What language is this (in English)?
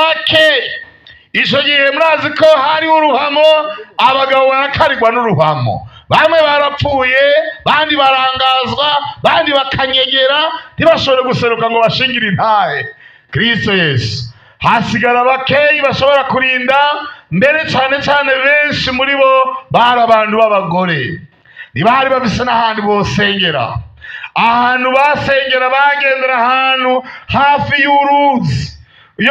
Rundi